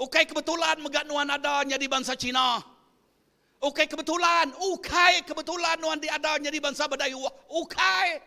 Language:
Iban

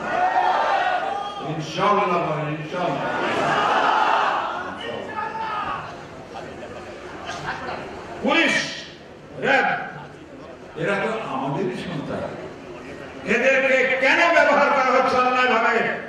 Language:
Bangla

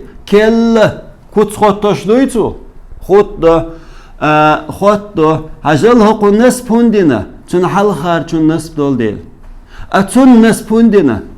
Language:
Chechen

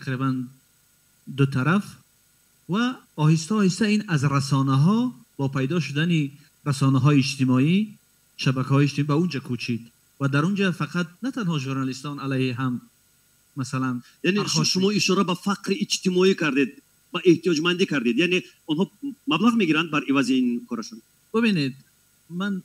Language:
Tajik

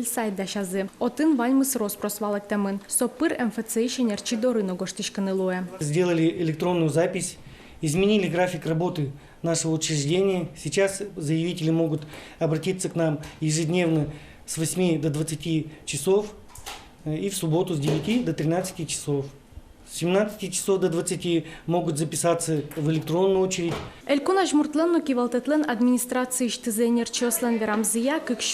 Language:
Udmurt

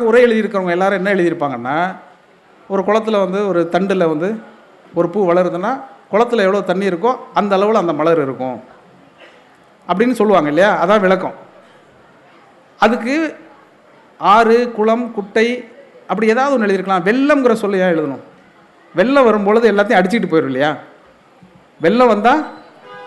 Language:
Tamil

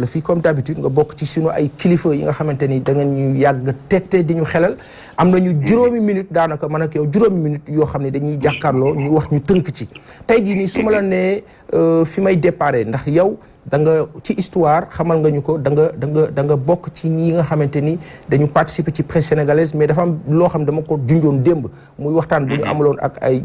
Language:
Wolof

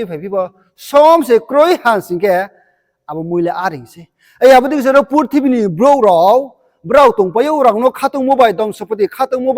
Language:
Riang (India)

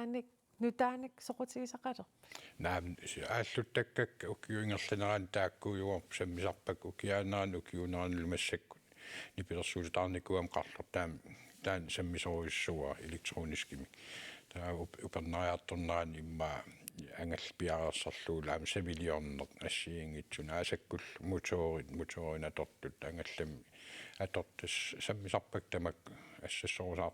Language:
Kalaallisut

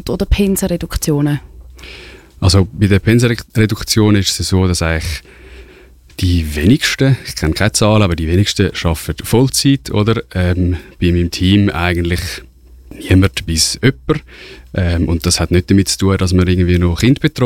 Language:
German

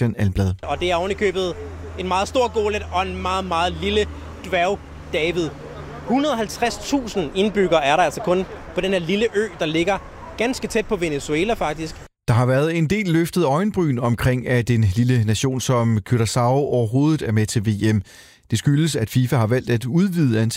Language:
Danish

